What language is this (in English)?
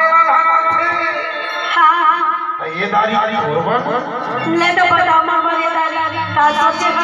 Chhattisgarhi